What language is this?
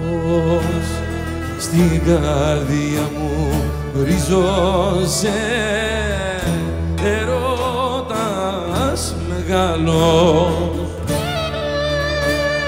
Greek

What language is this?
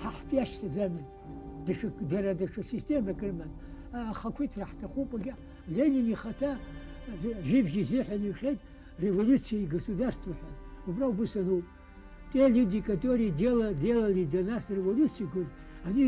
Abkhazian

